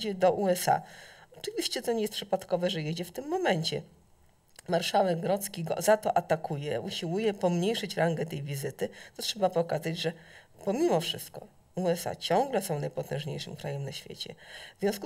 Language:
Polish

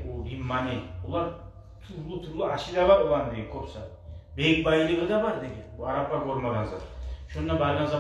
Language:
Kumyk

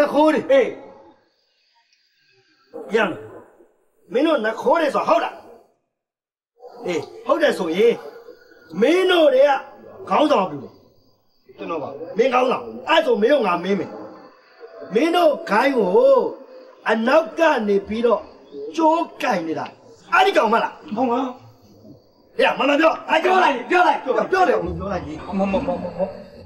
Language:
Burmese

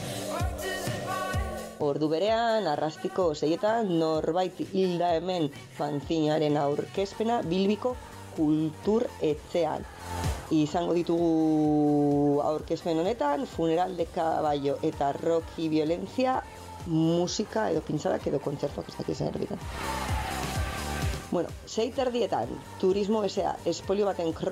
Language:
Basque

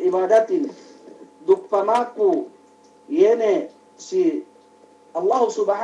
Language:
Yakan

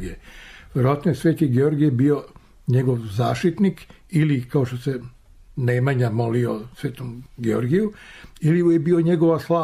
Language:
Serbian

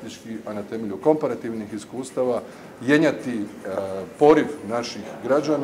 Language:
Croatian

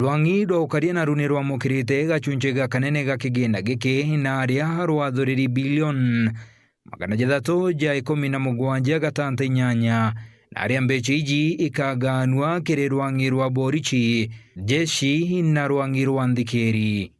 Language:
Meru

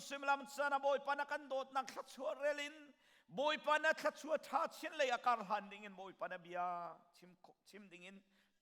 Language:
Hakha Chin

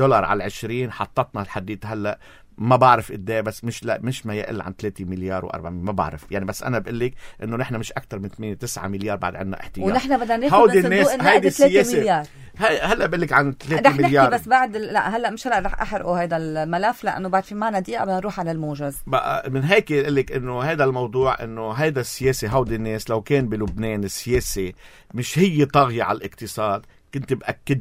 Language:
North Levantine Arabic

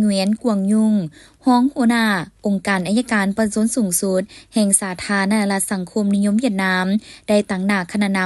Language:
Lao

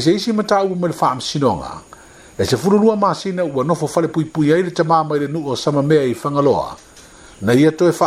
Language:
Samoan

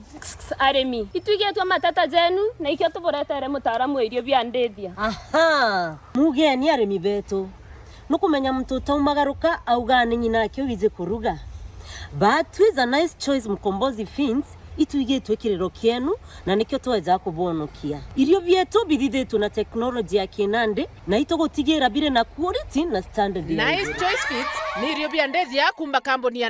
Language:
Meru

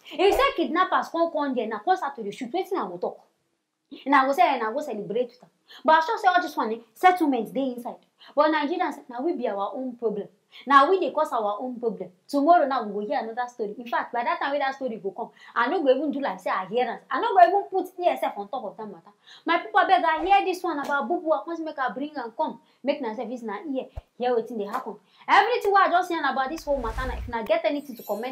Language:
Nigerian Pidgin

